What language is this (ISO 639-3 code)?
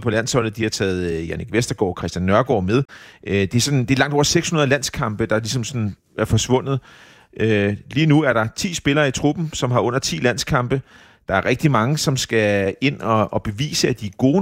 dan